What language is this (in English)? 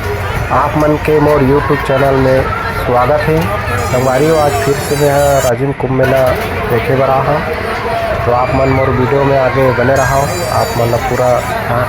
Chhattisgarhi